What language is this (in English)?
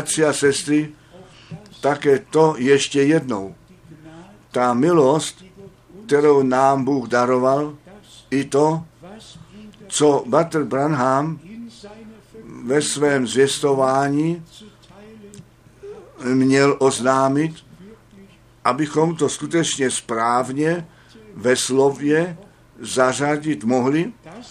Czech